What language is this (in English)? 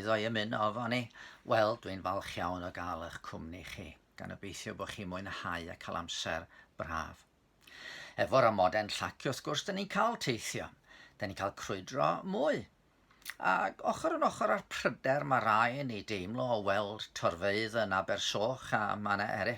Welsh